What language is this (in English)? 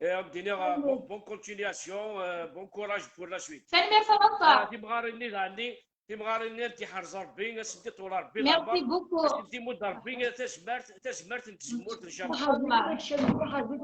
Kabyle